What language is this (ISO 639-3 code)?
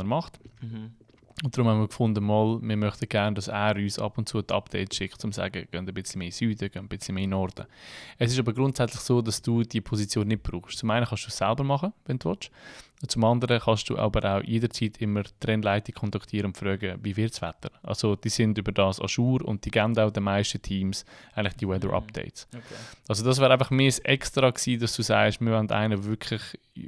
gsw